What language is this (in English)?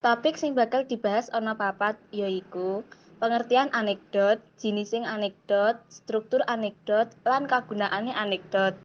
Javanese